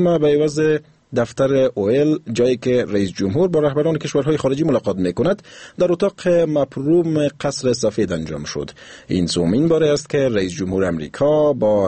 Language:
Persian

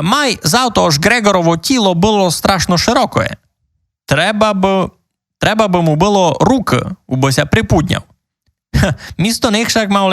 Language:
Rusyn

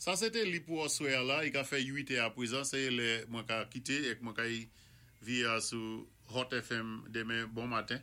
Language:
Saint Lucian Creole French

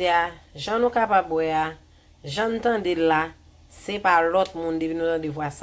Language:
Haitian Creole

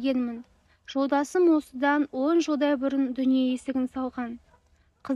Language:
Kazakh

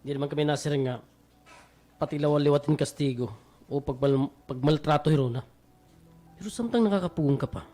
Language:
Waray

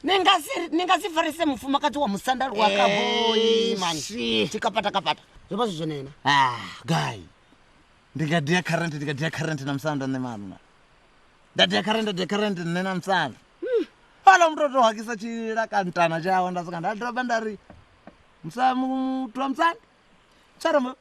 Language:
Venda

